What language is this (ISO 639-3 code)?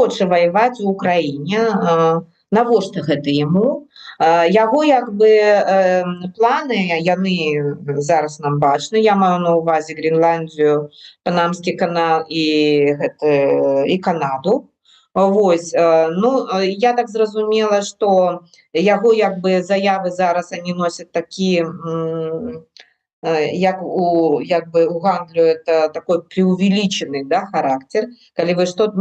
bel